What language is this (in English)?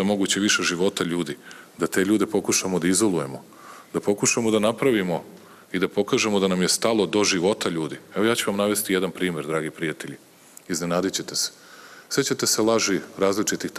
Serbian